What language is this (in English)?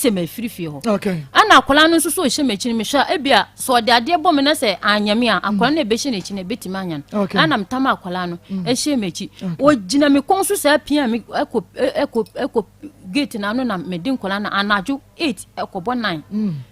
Akan